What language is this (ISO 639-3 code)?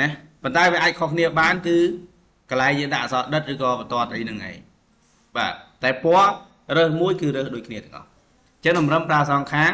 khm